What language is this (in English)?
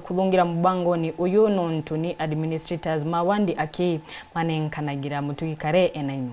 Meru